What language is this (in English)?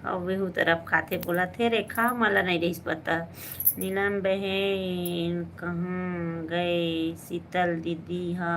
Chhattisgarhi